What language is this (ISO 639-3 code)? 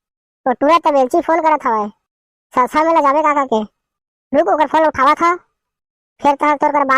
hne